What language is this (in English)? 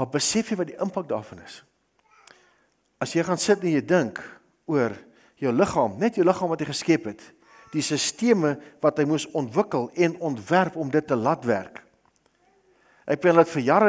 Afrikaans